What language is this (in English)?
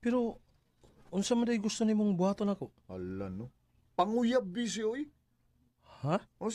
Cebuano